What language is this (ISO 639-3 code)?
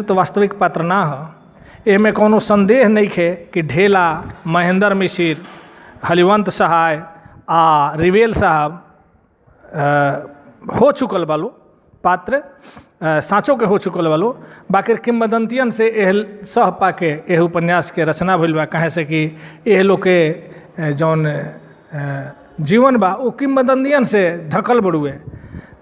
bho